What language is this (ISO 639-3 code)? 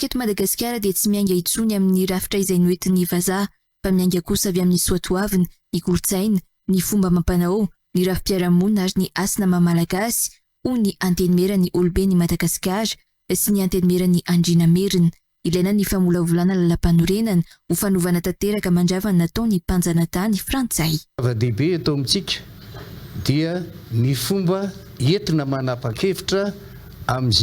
mlg